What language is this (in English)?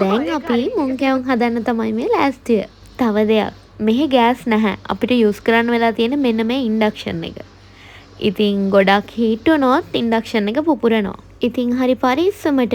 Sinhala